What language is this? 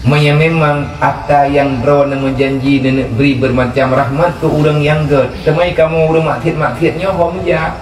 Achinese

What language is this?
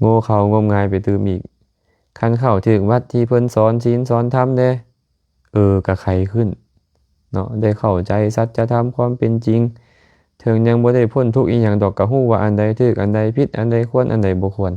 Lao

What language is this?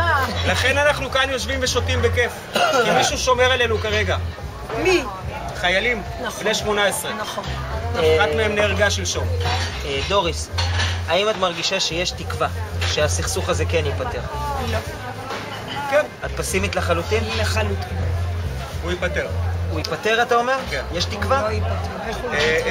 Hebrew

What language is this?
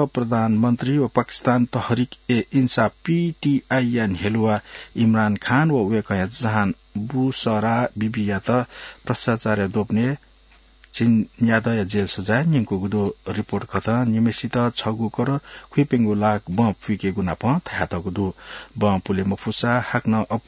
Newari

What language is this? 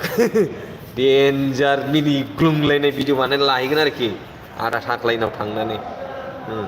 Bodo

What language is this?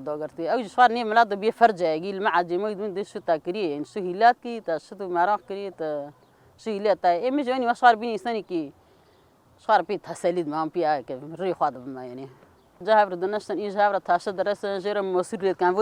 Kurdish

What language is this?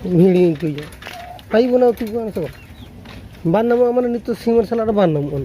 Santali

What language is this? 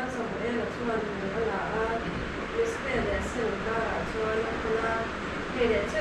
Mizo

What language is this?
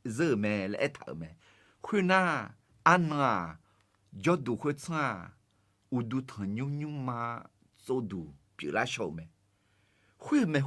Akha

